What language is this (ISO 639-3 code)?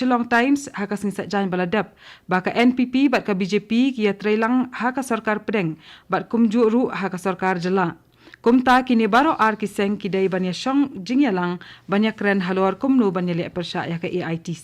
kha